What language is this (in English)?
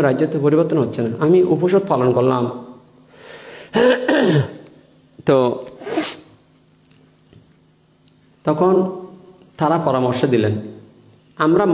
Bangla